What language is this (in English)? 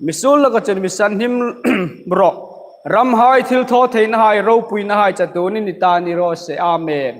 Hmar